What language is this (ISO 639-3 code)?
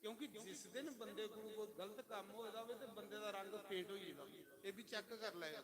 doi